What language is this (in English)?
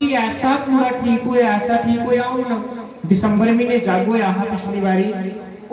Dogri